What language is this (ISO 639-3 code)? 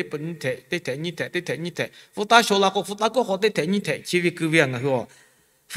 lhu